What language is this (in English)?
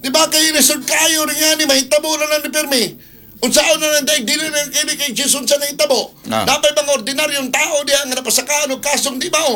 Cebuano